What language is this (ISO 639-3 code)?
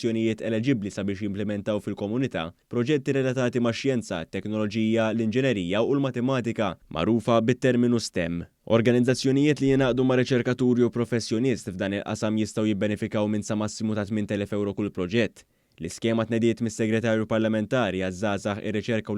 mlt